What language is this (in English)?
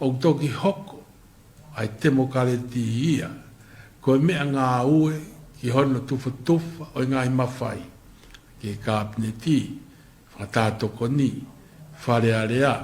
Tongan